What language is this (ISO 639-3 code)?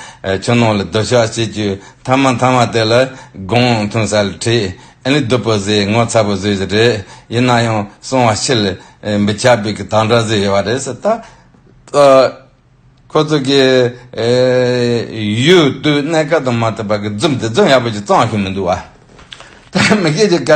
bod